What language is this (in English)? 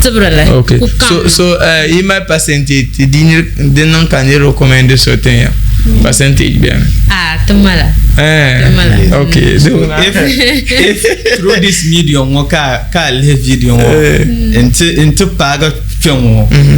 Dagbani